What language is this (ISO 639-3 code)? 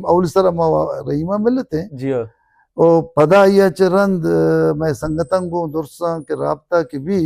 bal